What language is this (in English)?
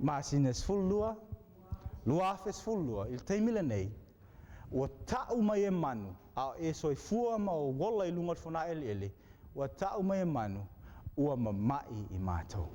Samoan